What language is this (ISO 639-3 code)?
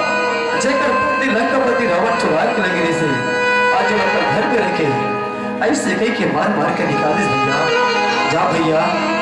hne